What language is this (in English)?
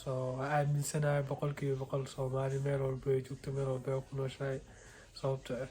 Somali